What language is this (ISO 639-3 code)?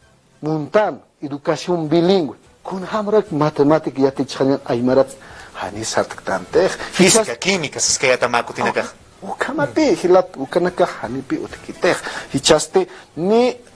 aym